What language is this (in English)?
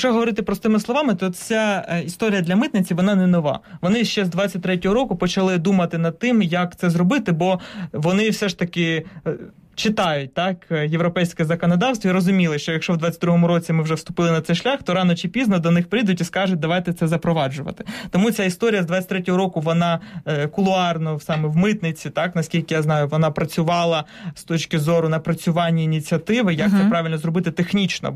Ukrainian